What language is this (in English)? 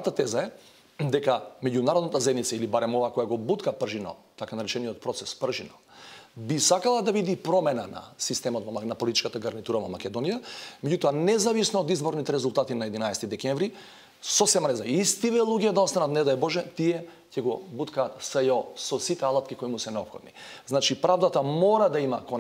Macedonian